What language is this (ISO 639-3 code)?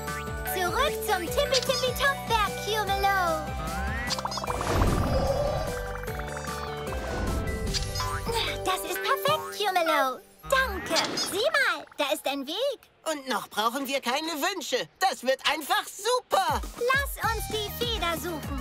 deu